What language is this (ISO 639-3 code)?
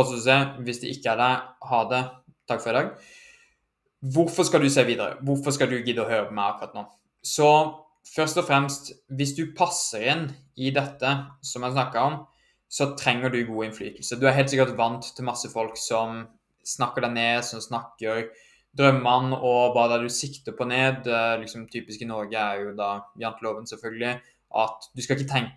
nor